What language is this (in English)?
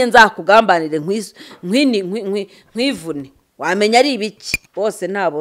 Kinyarwanda